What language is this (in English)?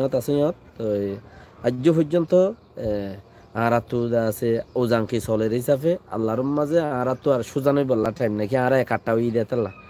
Rohingya